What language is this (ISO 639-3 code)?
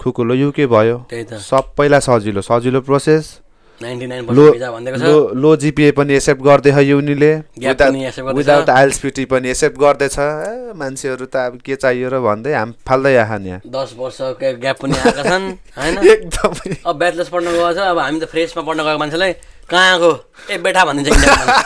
nep